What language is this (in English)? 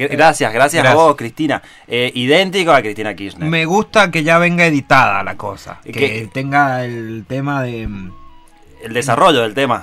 Spanish